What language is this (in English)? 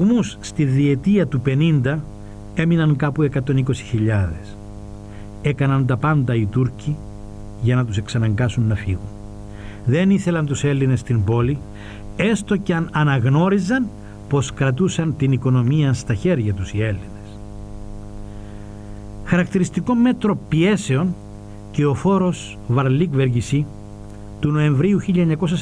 Greek